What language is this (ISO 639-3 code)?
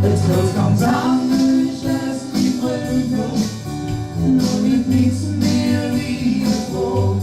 lim